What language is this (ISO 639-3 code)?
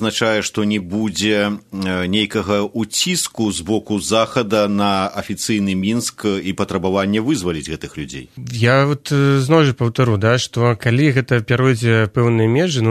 bel